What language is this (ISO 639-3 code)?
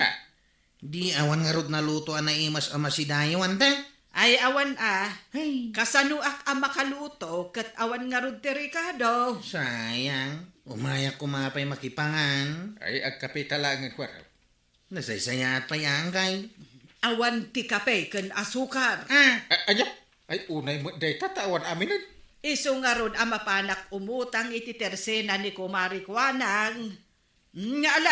ilo